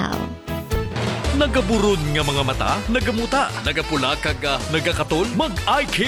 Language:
Hiligaynon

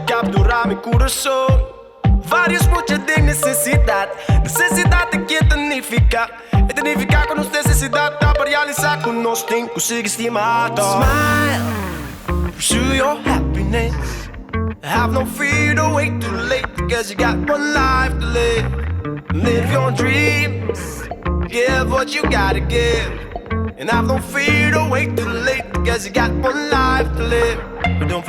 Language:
Papiamento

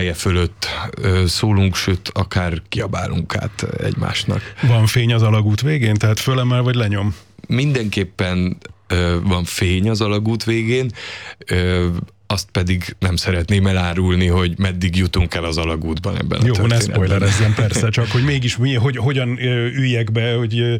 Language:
Hungarian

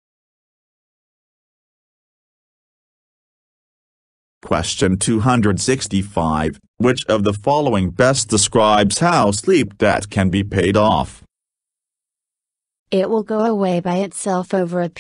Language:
English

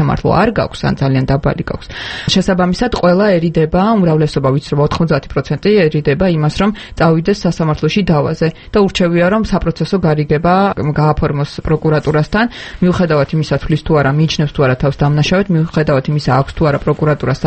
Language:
Georgian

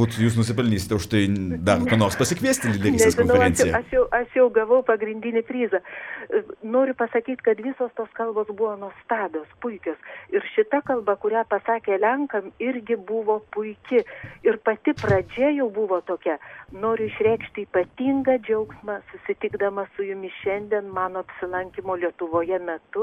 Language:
Lithuanian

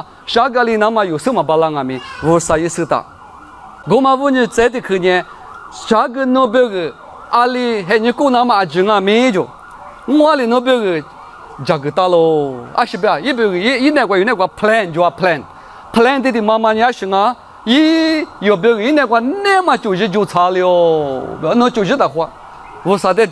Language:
Lisu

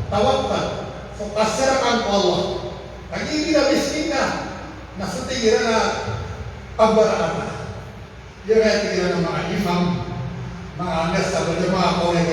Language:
Maranao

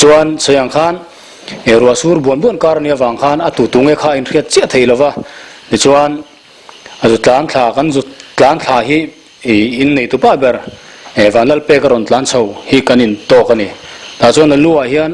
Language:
Mizo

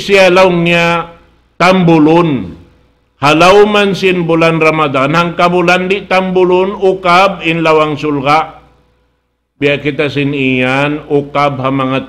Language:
Tausug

